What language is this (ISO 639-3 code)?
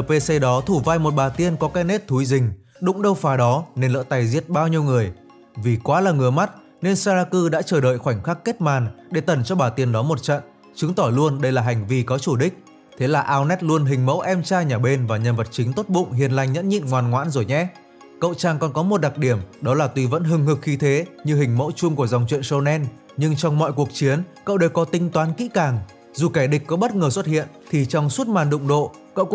vie